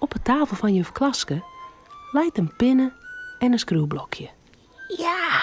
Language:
Western Frisian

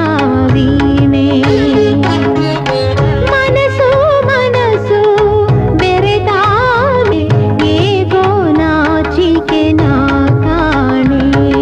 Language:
Kannada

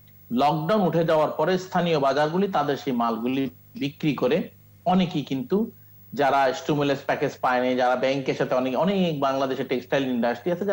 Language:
Bangla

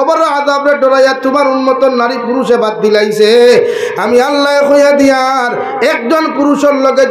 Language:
Sylheti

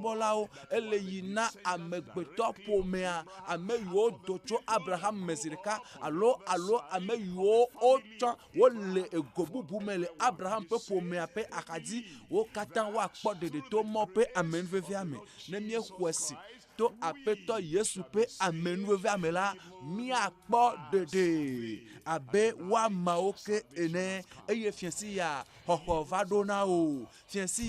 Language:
Ewe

